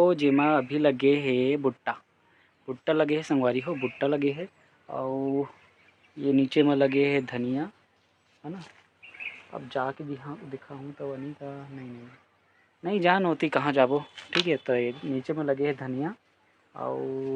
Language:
Chhattisgarhi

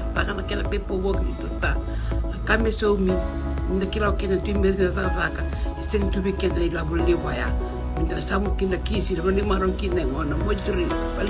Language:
Fijian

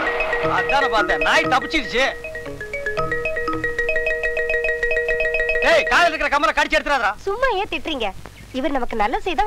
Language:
Tamil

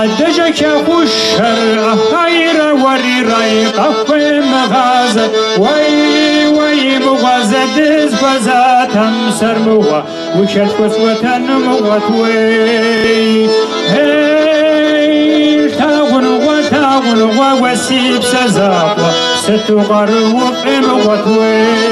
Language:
Kabardian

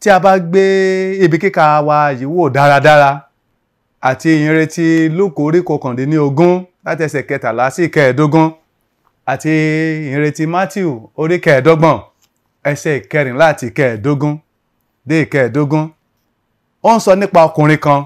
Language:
Yoruba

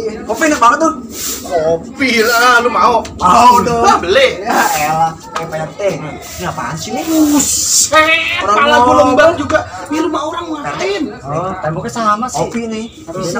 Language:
Betawi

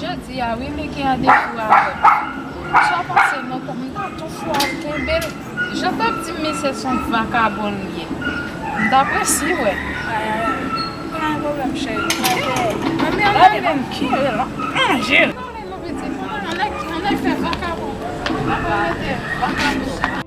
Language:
Haitian Creole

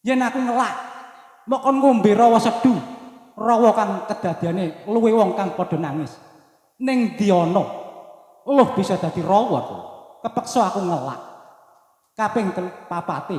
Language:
Javanese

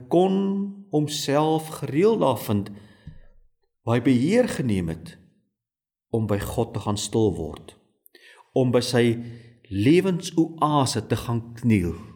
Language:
Afrikaans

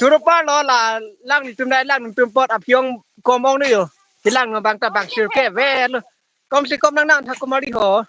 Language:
Karbi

